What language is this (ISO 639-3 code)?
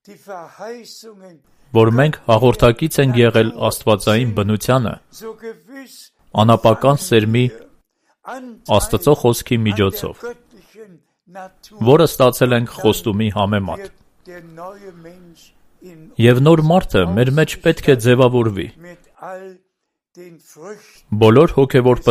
hye